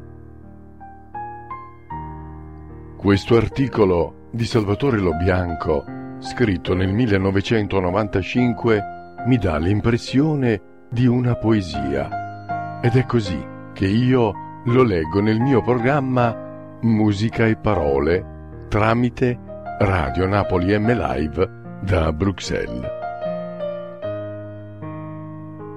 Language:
Italian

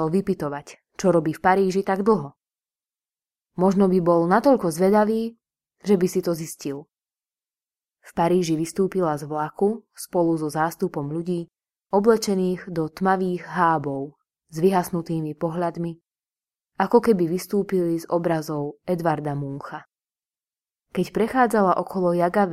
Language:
Slovak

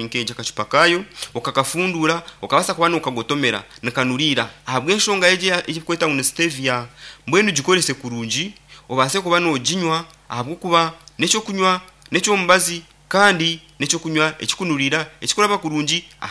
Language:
Nyankole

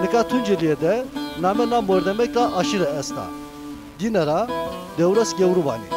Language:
Zaza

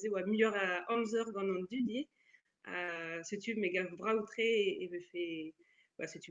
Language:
Breton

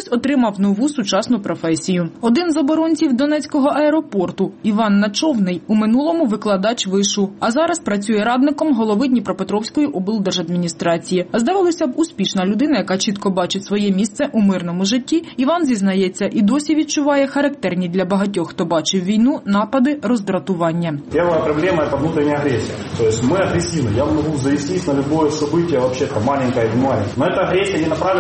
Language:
Ukrainian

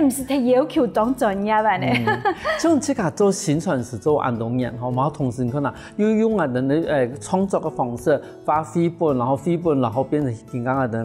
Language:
Hakka Chinese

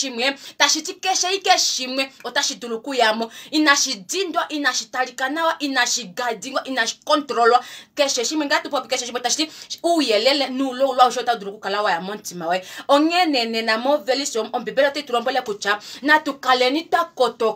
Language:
Kuanyama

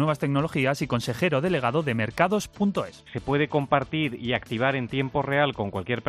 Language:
Spanish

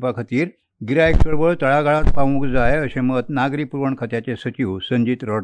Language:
Konkani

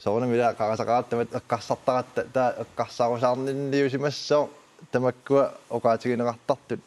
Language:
Kalaallisut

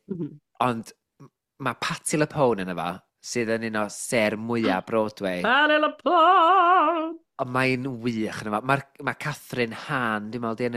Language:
Welsh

